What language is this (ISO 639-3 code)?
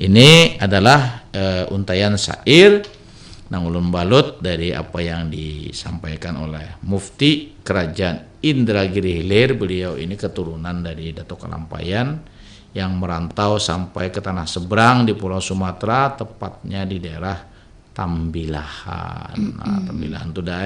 bjn